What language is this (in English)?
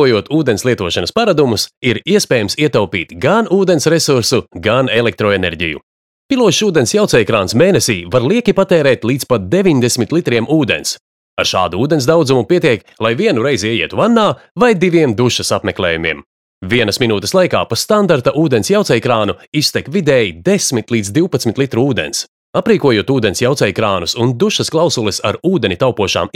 Latvian